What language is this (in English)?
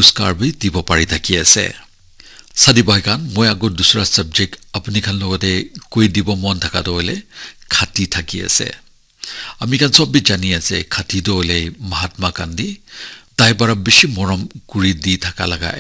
Naga Pidgin